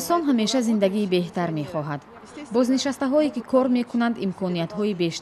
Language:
Tajik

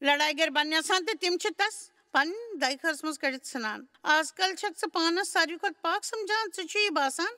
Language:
Kashmiri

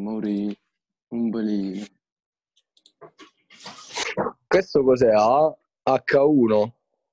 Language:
Italian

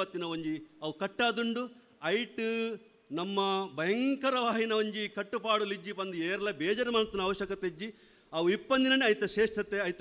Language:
Tulu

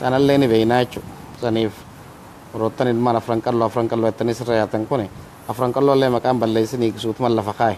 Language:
Oromo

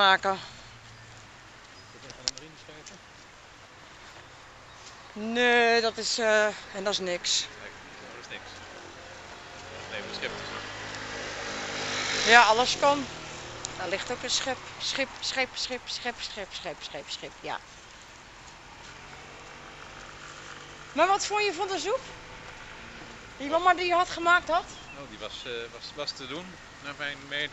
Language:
Dutch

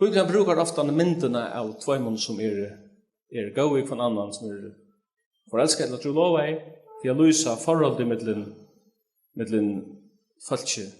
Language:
Faroese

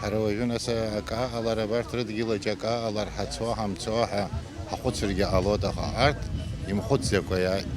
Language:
Abkhazian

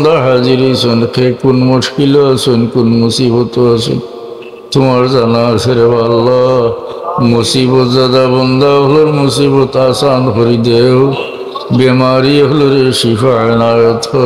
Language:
Sylheti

